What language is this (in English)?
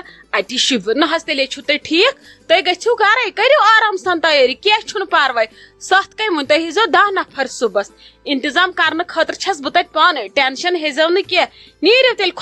Kashmiri